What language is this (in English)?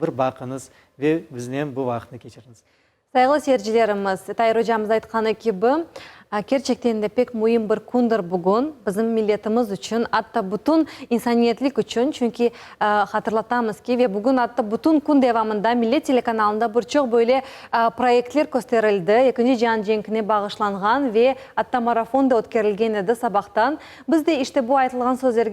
Crimean Tatar